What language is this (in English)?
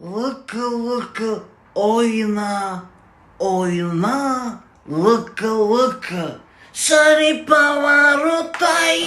Tajik